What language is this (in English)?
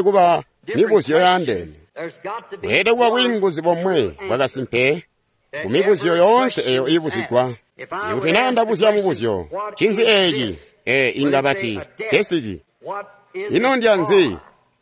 Tonga (Zambia)